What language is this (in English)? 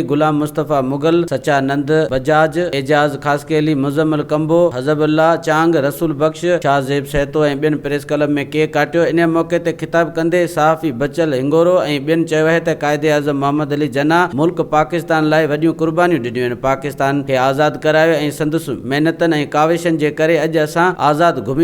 Sindhi